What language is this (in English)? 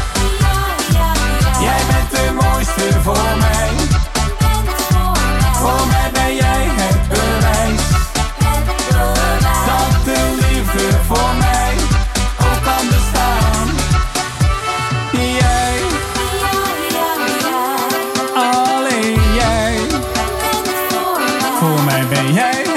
Dutch